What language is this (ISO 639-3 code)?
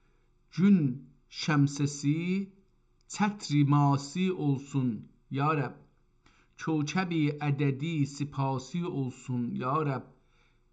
azb